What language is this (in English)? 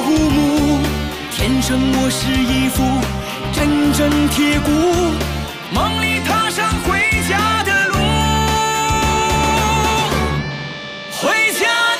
Chinese